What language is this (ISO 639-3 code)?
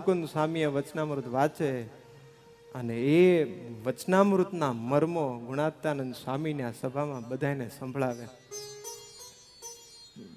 guj